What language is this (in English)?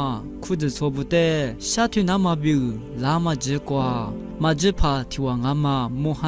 Lisu